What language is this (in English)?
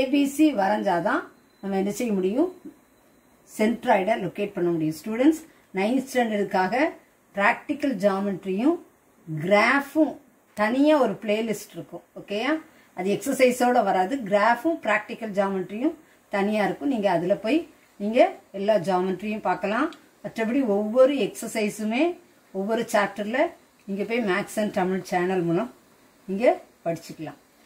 Tamil